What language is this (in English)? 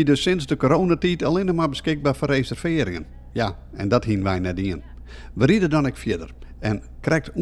Western Frisian